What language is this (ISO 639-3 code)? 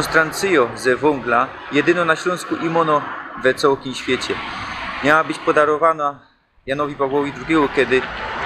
szl